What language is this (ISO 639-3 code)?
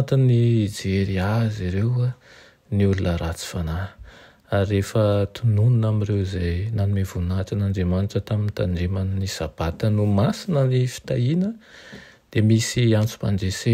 mlg